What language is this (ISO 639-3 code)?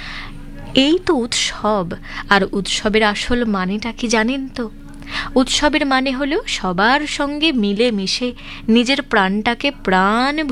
ben